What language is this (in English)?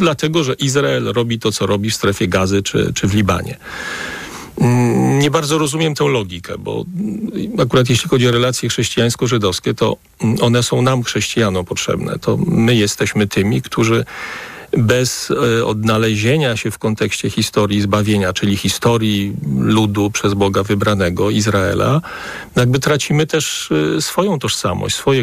Polish